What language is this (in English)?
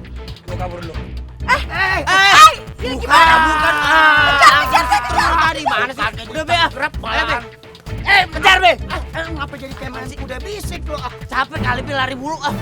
Betawi